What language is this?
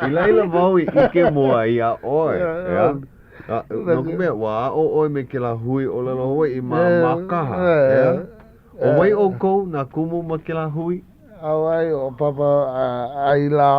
Hawaiian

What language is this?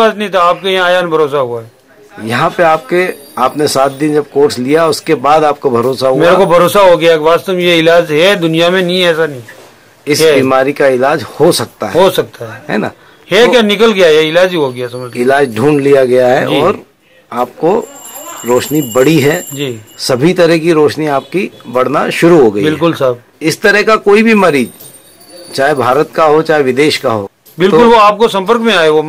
Hindi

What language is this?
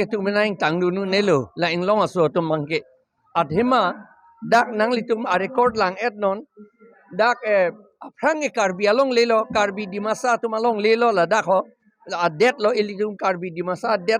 Karbi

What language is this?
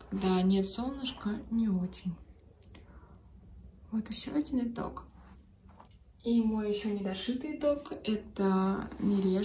Russian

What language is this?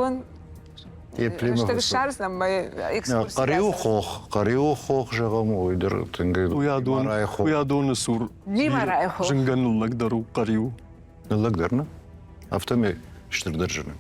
Ossetic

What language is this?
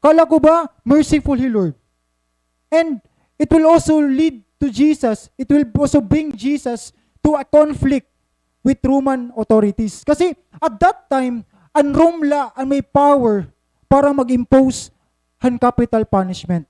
Waray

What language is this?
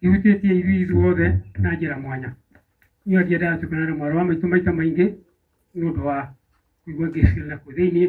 Kikuyu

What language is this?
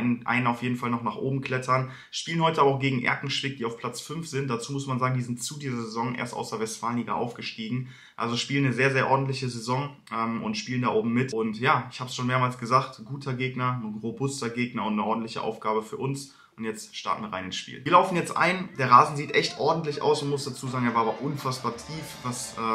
German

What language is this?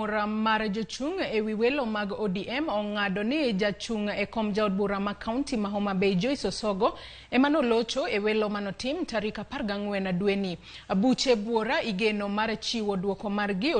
Luo (Kenya and Tanzania)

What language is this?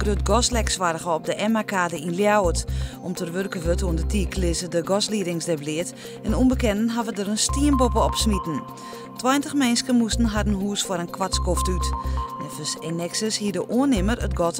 Western Frisian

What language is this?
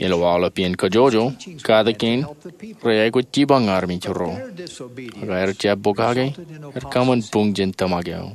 Marshallese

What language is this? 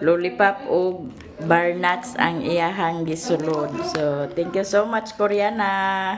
Cebuano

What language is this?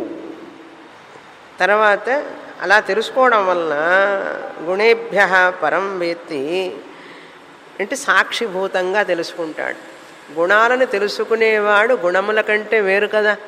Telugu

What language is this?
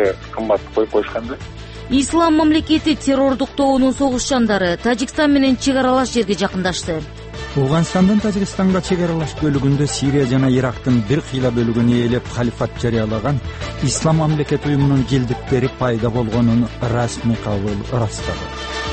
Kyrgyz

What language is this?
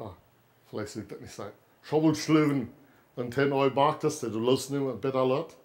Plautdietsch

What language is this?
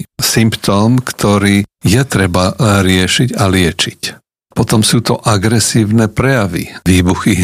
Slovak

